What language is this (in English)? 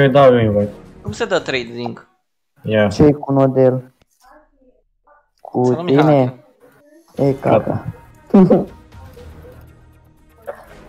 Romanian